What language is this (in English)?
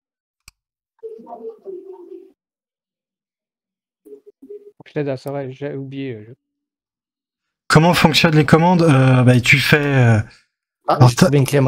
French